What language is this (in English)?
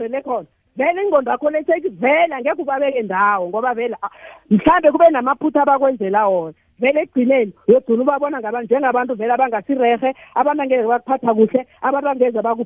South Ndebele